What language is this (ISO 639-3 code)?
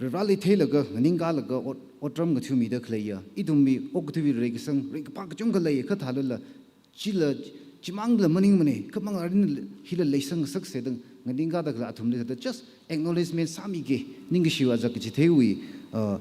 nmf